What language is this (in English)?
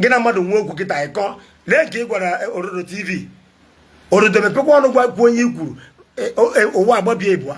Igbo